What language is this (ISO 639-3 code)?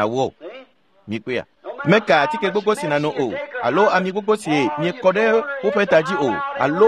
ewe